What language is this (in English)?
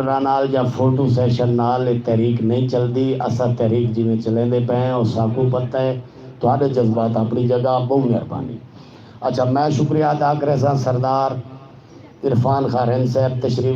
Saraiki